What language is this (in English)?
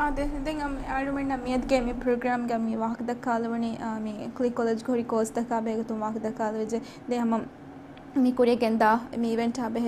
Divehi